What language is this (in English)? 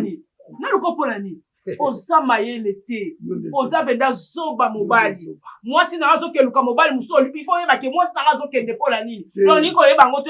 Lingala